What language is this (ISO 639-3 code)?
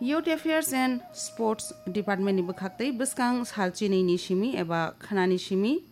trp